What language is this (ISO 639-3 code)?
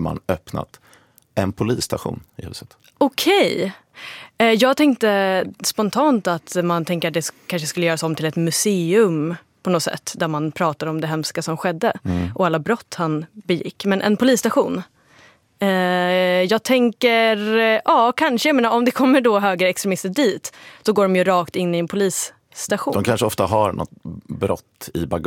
swe